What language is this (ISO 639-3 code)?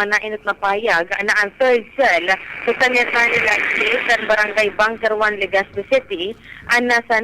bik